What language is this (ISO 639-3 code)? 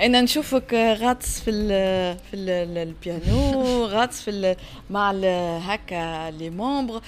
aeb